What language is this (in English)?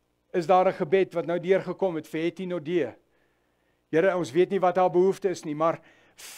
Afrikaans